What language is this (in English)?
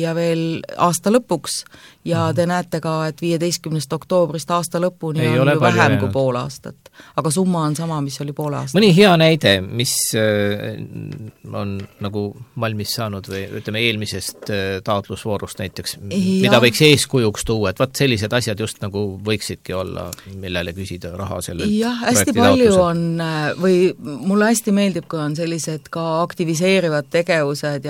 Estonian